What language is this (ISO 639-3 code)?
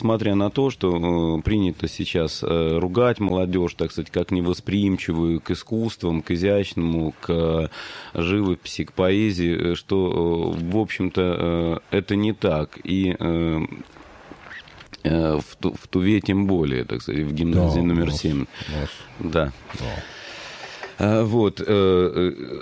rus